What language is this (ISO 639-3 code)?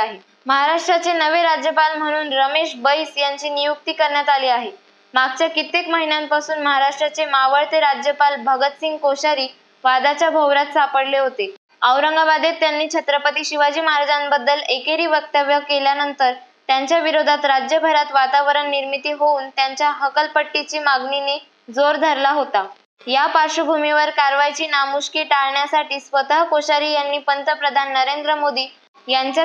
mar